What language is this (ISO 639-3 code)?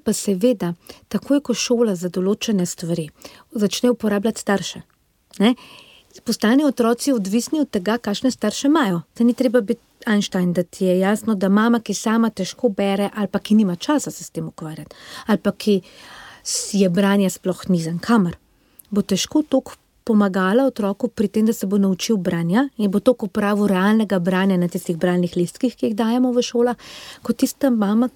slv